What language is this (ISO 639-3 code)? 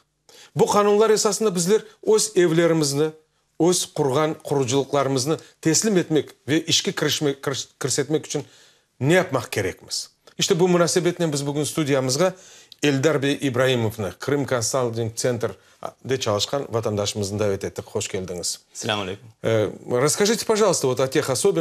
crh